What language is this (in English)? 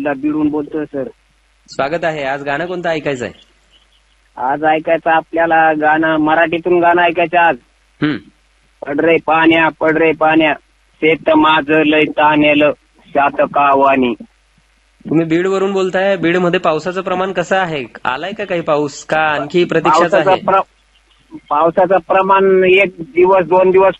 Marathi